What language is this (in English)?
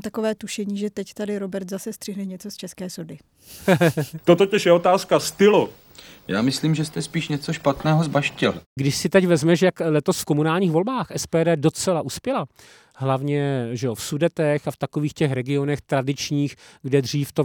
Czech